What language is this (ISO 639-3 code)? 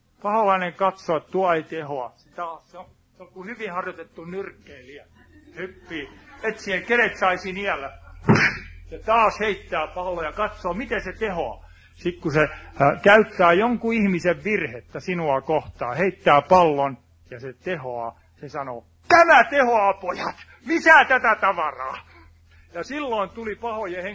fin